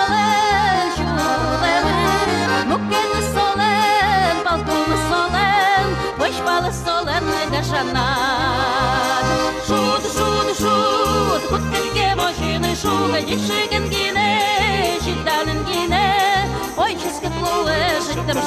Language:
Udmurt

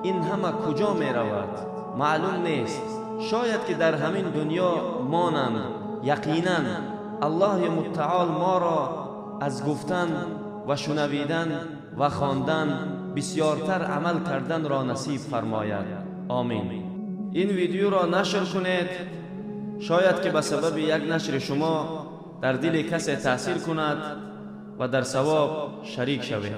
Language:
Tajik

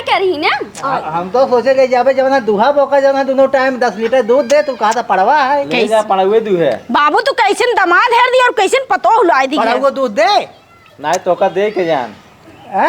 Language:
Awadhi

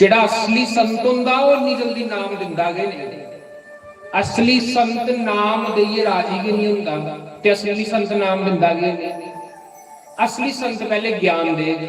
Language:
Dogri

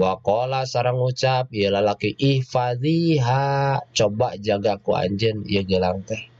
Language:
Sundanese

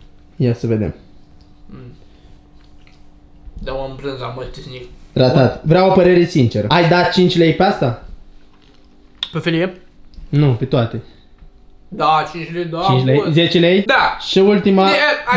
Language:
Romanian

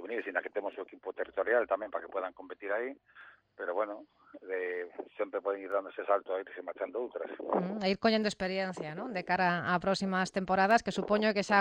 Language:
Galician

